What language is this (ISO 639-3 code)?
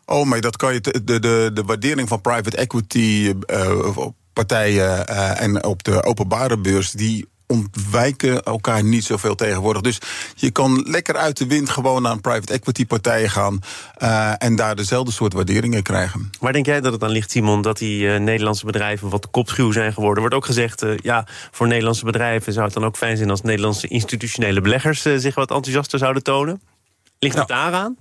nld